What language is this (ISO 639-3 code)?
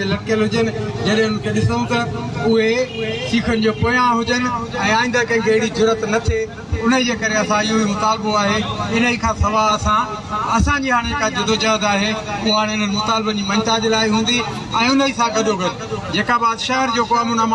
snd